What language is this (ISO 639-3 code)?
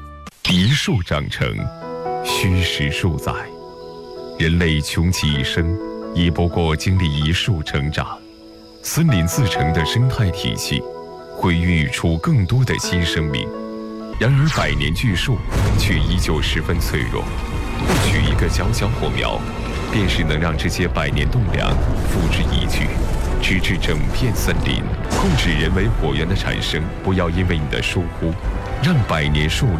zho